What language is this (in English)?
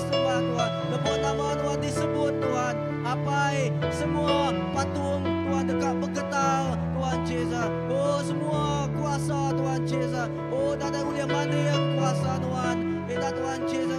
Iban